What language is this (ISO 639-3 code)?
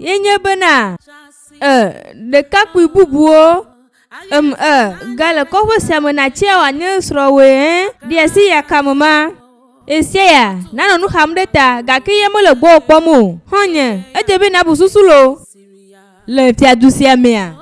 ewe